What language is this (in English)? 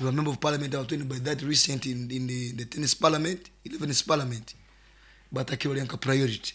Nyoro